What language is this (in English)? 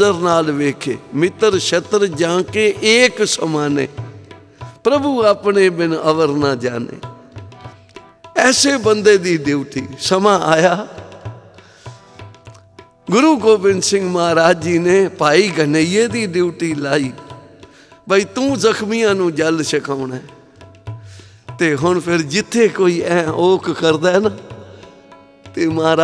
Punjabi